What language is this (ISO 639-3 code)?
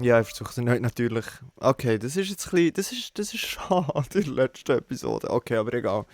gsw